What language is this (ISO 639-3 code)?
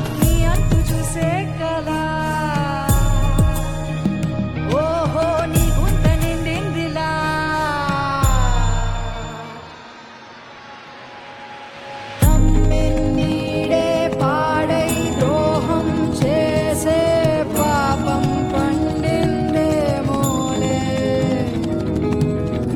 tel